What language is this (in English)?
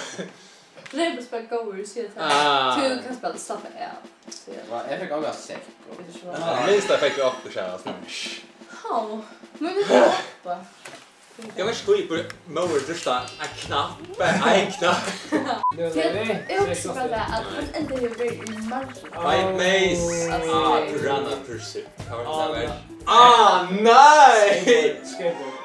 Faroese